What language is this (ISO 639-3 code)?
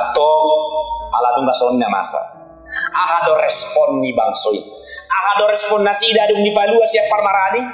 bbc